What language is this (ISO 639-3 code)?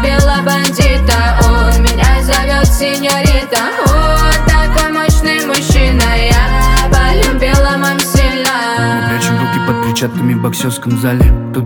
rus